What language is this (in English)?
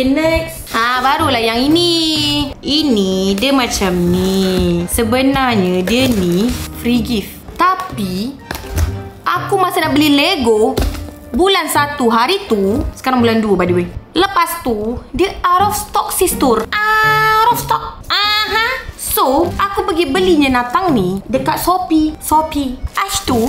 Malay